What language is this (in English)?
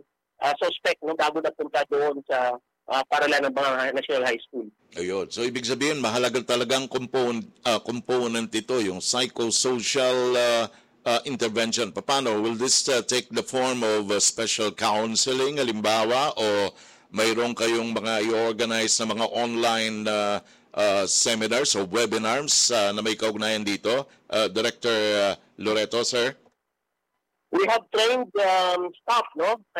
Filipino